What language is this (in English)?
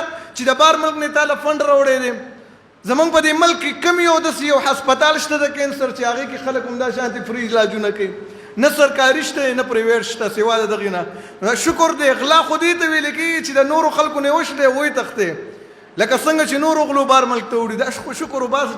Pashto